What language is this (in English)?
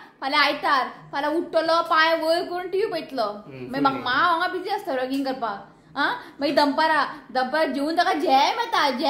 Konkani